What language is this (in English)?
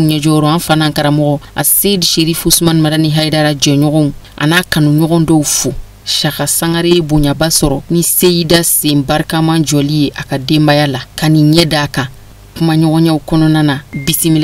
Bambara